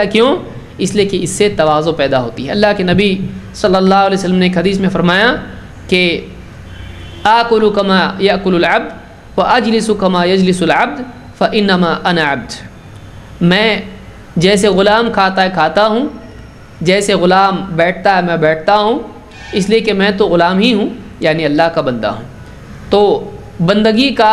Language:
Urdu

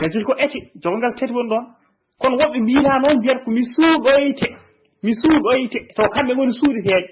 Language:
Fula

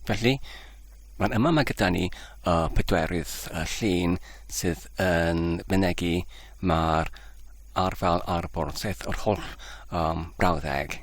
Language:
Welsh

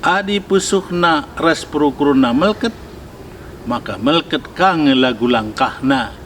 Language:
Batak Karo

